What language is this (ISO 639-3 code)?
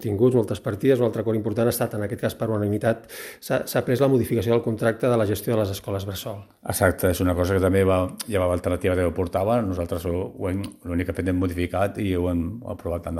cat